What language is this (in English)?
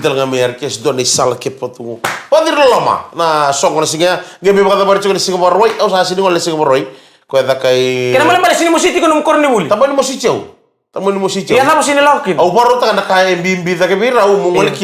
Fijian